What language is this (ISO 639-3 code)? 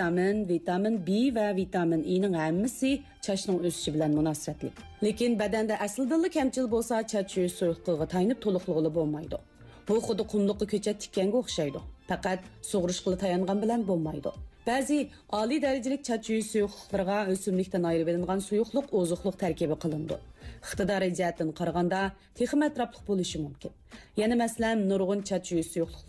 uig